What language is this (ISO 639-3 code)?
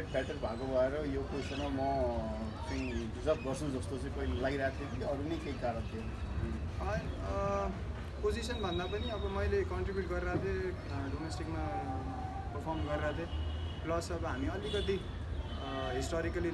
nep